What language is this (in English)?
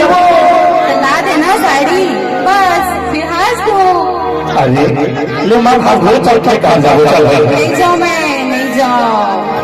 Chhattisgarhi